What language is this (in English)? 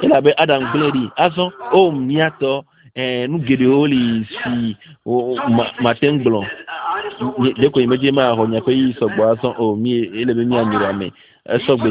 Ewe